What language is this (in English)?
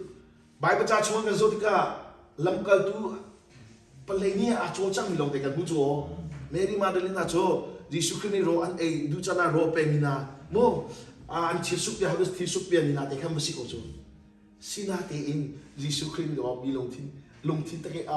Hakha Chin